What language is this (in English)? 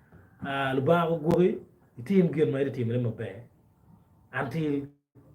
Acoli